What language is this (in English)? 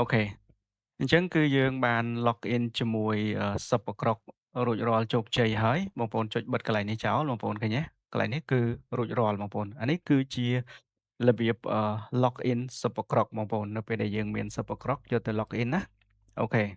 Khmer